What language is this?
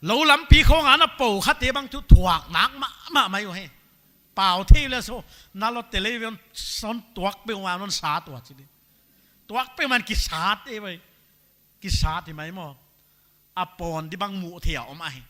Paite Chin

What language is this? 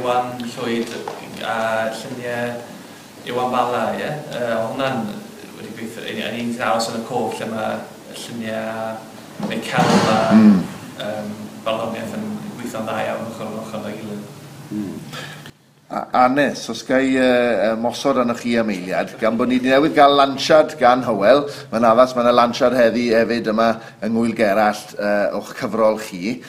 Welsh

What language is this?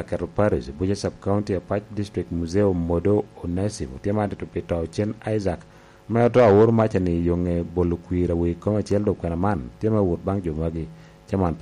Lango (Uganda)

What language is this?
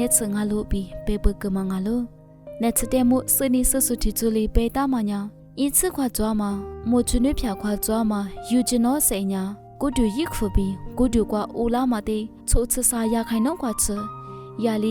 Lisu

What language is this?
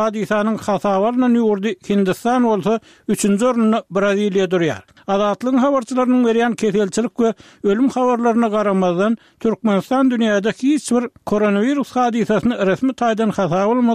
Turkmen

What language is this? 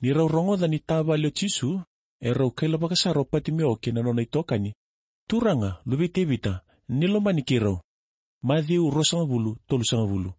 Fijian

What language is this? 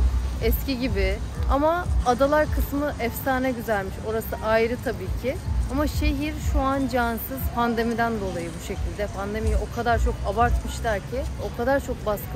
Turkish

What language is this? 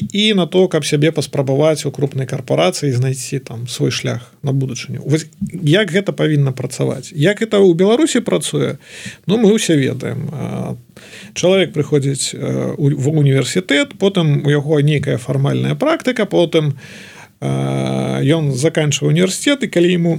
Belarusian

